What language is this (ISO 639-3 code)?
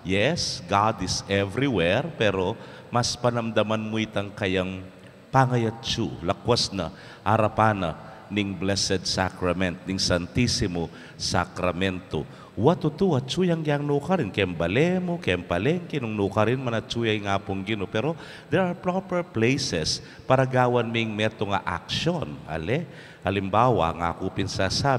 pam